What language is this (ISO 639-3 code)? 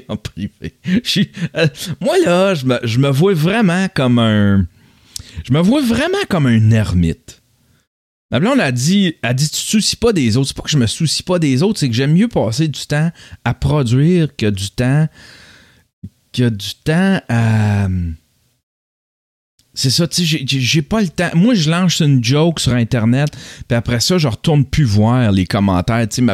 fra